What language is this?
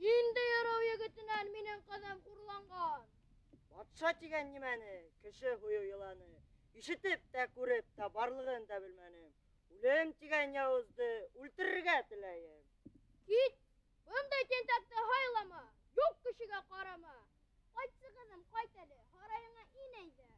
Bashkir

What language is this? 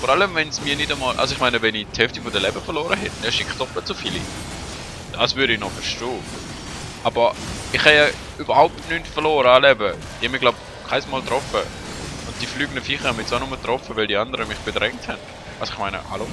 Swiss German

